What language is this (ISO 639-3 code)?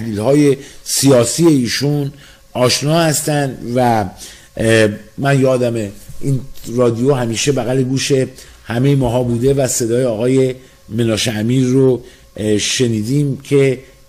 fas